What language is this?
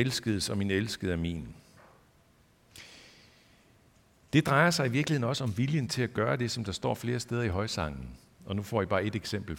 Danish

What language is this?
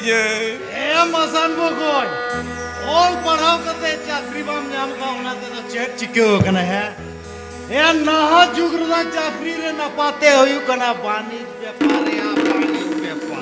Santali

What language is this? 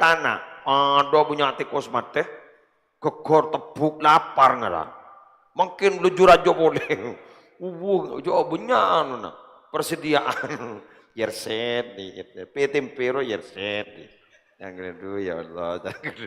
Madurese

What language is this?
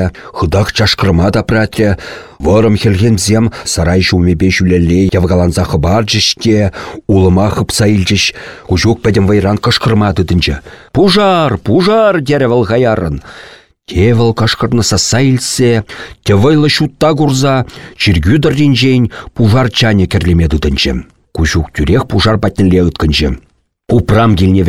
Chuvash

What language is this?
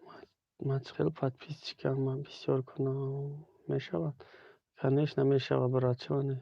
Tajik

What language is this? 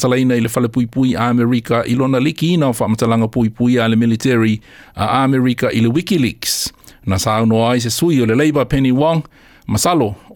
Samoan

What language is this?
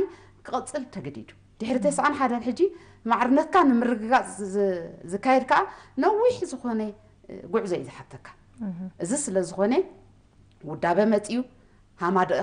Tigrinya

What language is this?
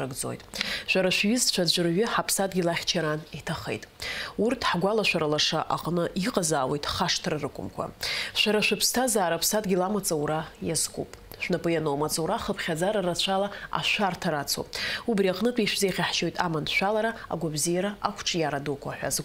Abkhazian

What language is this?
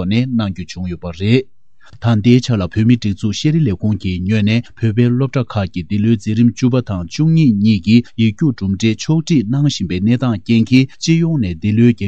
Tibetan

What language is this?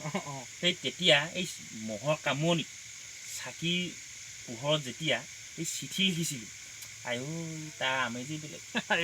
Assamese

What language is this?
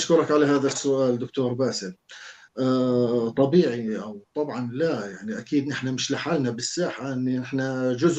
North Levantine Arabic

